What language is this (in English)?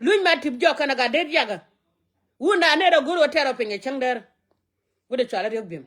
Nuer